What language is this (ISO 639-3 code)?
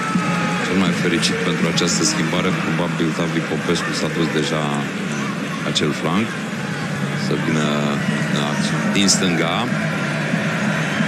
ron